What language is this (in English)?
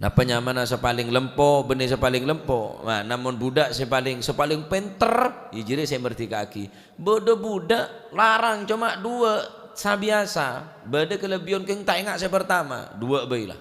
Madurese